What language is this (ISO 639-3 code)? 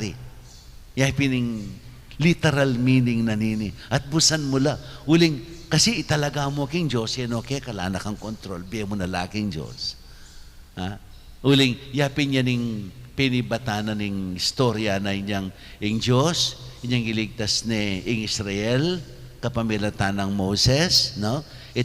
pam